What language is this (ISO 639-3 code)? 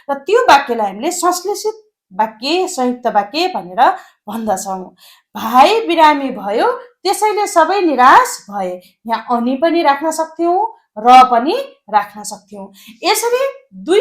nep